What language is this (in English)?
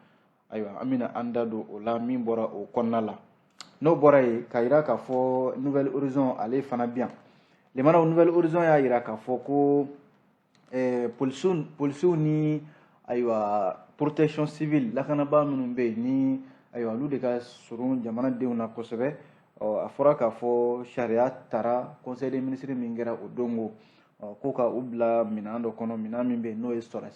Bambara